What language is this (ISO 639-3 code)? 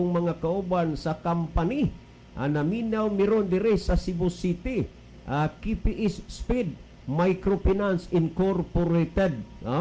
ceb